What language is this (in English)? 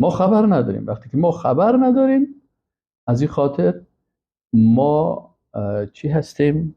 Persian